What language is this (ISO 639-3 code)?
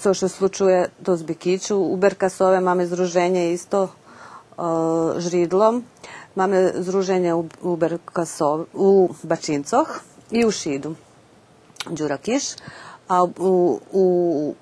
rue